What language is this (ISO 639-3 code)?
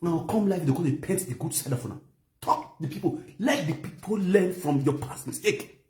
pcm